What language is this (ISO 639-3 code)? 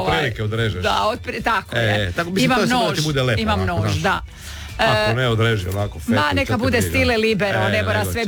hrv